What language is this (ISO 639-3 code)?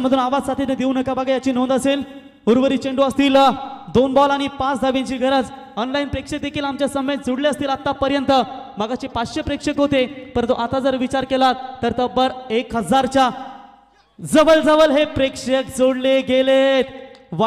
mar